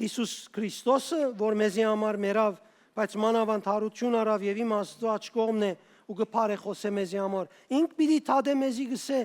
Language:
Western Armenian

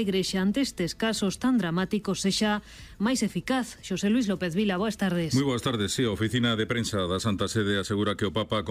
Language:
Galician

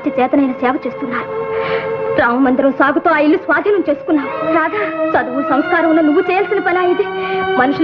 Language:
Telugu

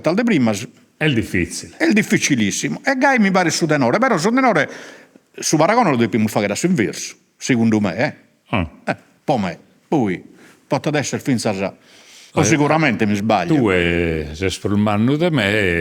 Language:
Sardinian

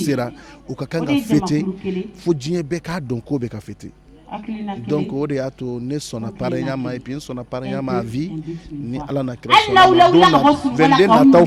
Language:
Bambara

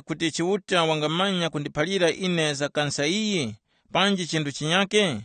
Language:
Tumbuka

